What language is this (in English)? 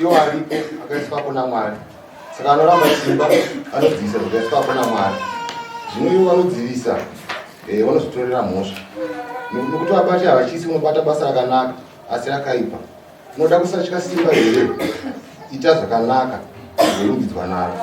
Shona